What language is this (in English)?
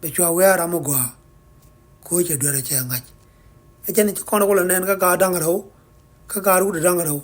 Nuer